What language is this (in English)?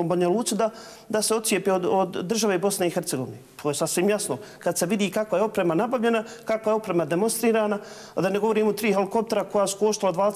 Bosnian